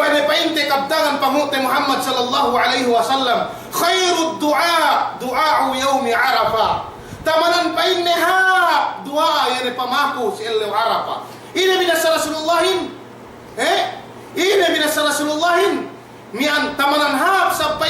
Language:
Yakan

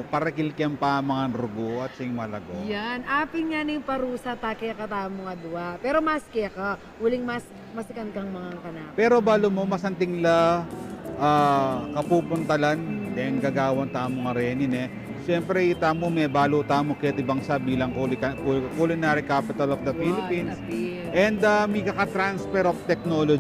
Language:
Pampanga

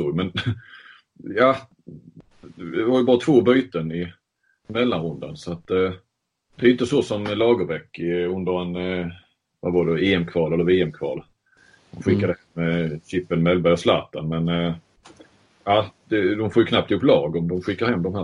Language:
Swedish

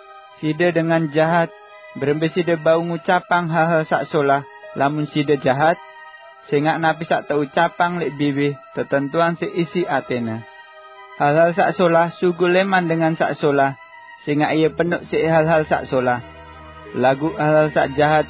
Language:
Sasak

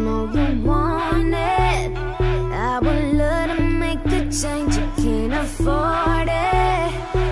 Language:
English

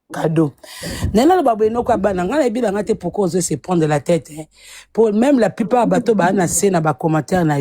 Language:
Lingala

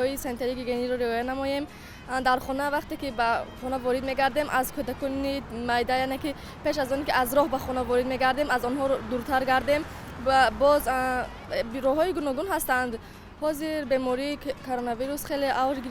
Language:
Tajik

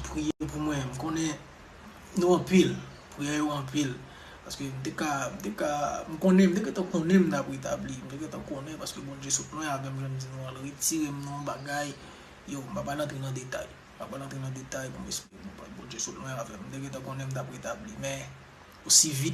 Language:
Haitian Creole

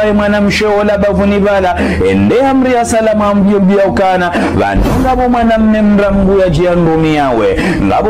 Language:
Ngazidja Comorian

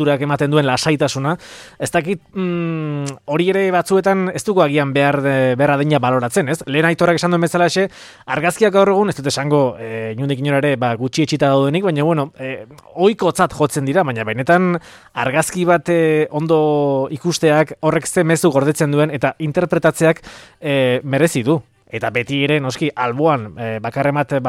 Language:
Basque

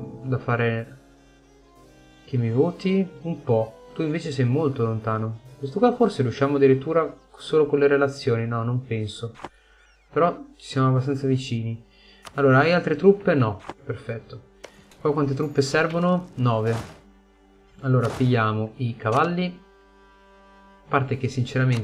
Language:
Italian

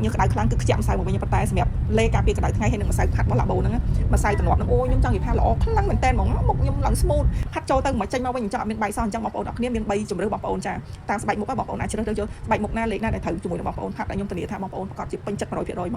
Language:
Khmer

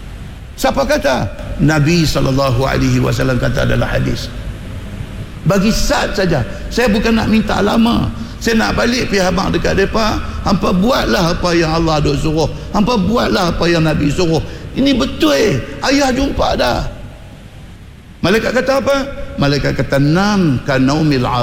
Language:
Malay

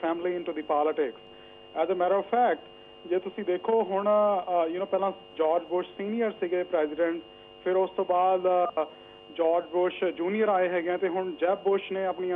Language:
Punjabi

